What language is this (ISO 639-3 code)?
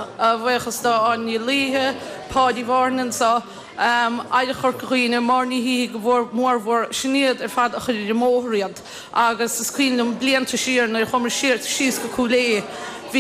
gle